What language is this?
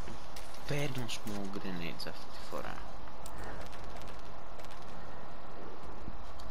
Greek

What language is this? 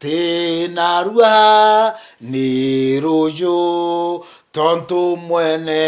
Meru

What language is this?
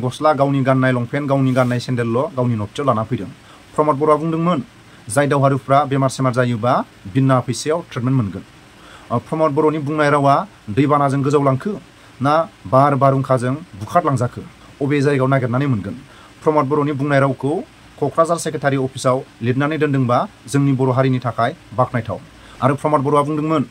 Bodo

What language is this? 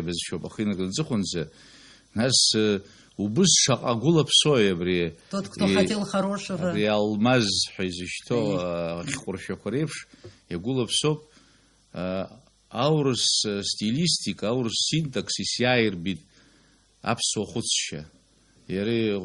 Abkhazian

